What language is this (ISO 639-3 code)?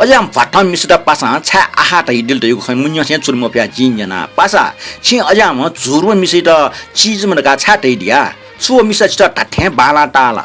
new